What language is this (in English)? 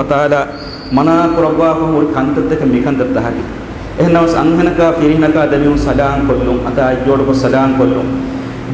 Divehi